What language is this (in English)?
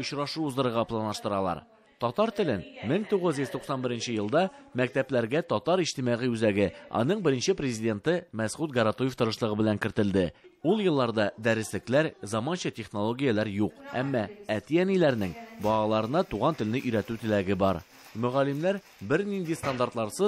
Tatar